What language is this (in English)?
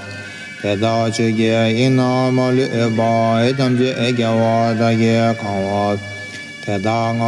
Tibetan